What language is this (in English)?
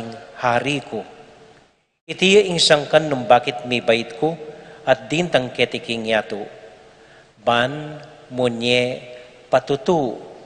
Pampanga